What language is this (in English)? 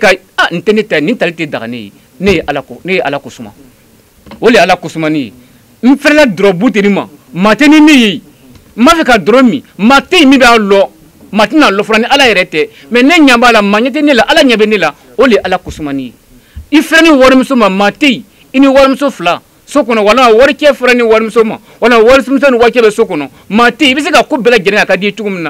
Bambara